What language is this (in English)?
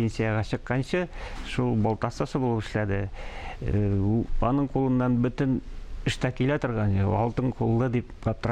Tatar